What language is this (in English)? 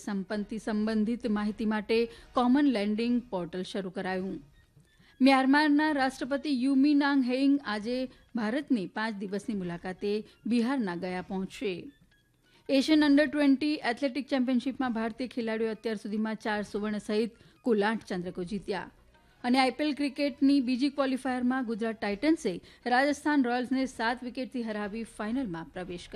Gujarati